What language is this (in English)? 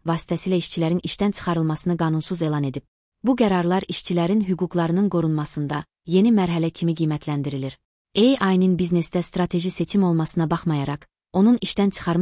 Azerbaijani